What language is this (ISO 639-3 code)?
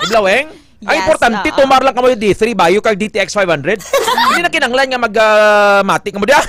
hil